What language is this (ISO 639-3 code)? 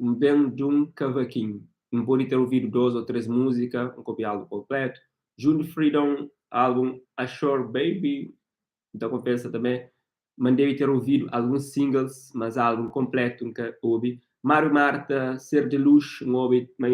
kea